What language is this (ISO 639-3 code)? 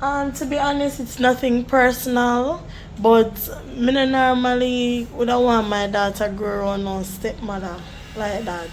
jam